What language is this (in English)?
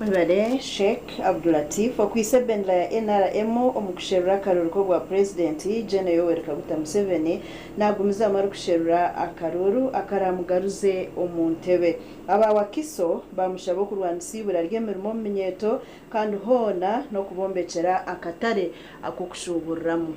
Nyankole